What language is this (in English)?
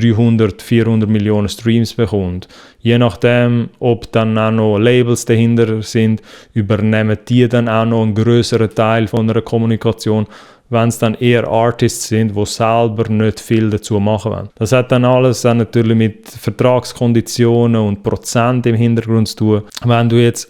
Swiss German